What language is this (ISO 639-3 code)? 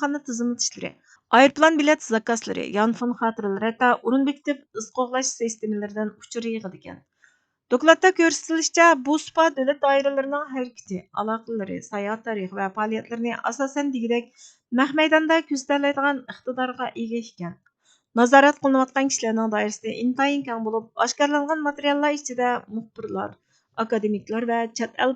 uig